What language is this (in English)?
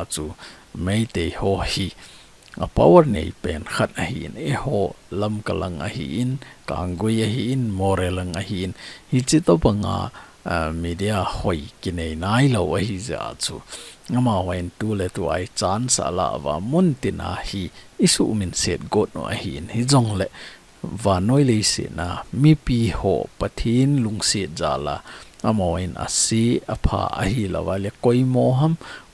Thado Chin